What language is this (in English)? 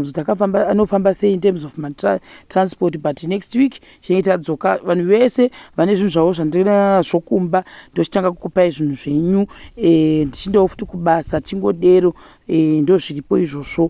Shona